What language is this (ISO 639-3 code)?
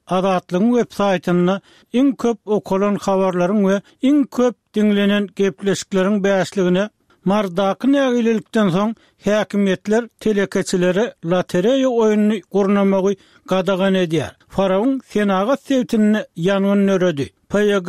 tuk